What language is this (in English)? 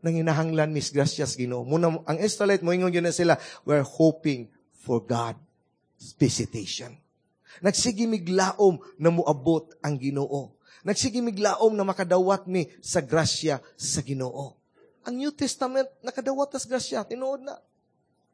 Cebuano